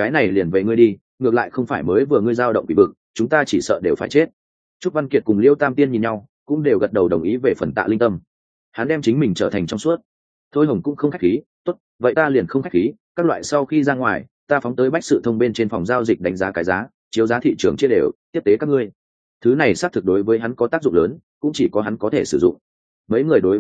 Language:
Vietnamese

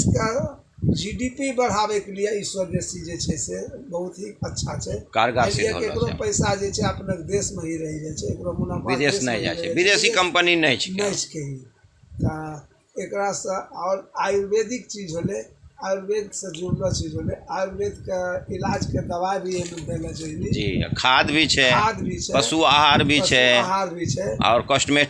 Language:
Angika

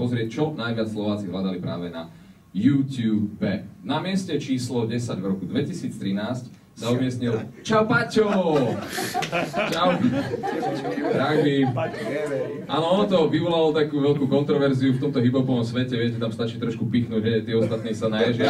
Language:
Slovak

